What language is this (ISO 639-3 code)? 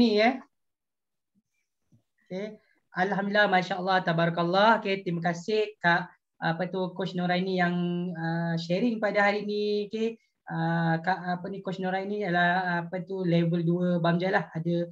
msa